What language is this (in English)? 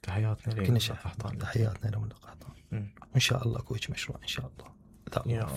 Mesopotamian Arabic